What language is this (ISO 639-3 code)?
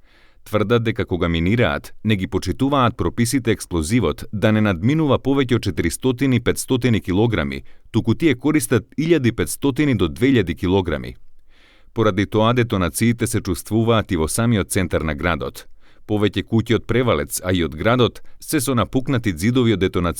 mkd